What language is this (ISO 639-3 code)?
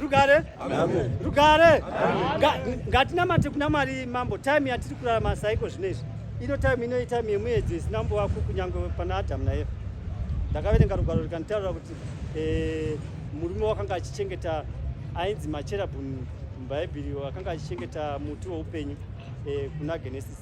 sna